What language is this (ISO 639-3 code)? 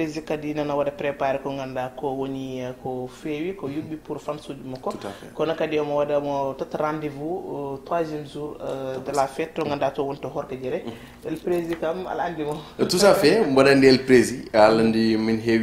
ful